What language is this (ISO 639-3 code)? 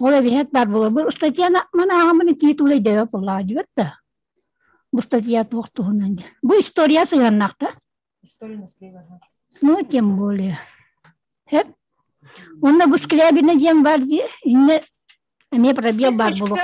sah